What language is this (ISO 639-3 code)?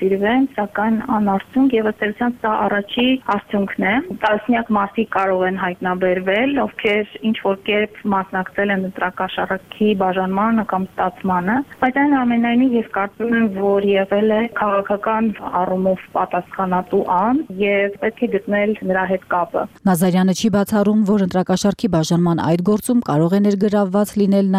hye